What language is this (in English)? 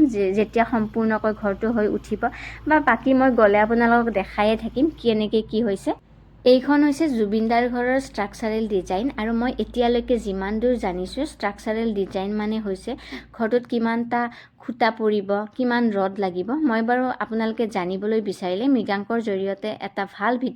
Assamese